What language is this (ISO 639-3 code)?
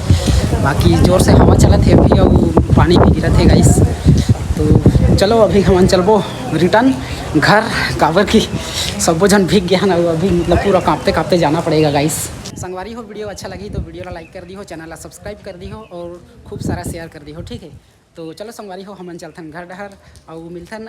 hne